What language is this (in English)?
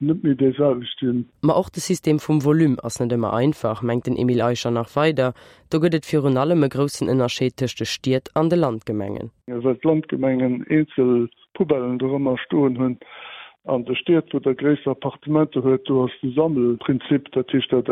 Luxembourgish